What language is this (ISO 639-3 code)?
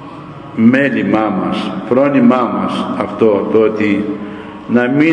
ell